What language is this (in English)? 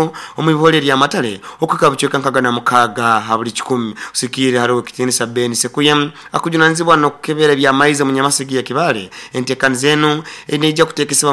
Nyankole